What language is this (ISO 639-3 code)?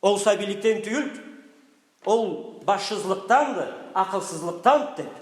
krc